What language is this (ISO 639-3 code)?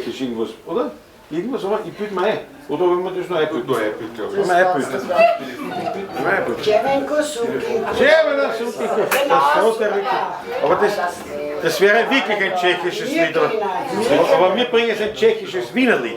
bar